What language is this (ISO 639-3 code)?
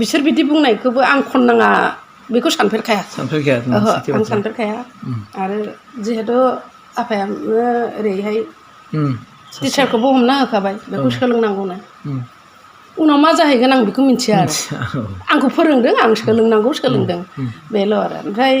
brx